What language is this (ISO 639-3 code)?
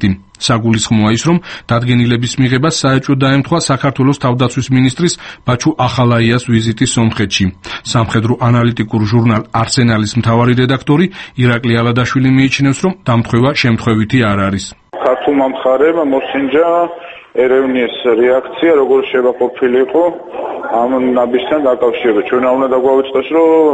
kat